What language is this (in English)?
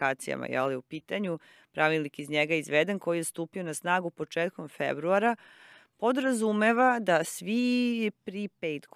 Serbian